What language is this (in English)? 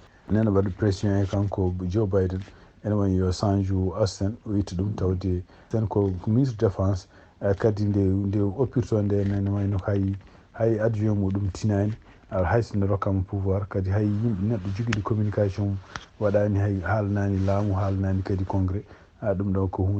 Fula